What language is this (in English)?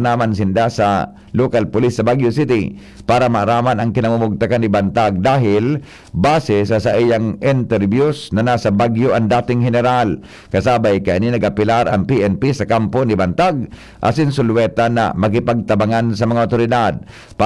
Bikol